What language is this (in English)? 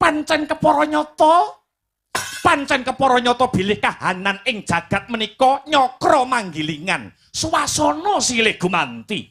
Javanese